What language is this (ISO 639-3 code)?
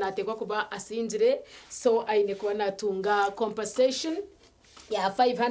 nyn